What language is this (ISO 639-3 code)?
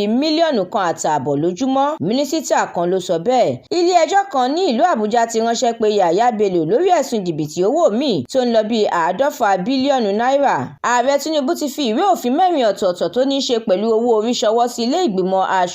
yor